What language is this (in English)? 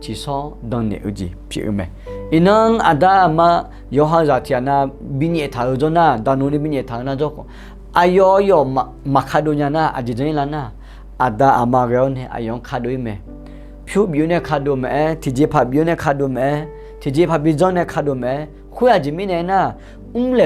Akha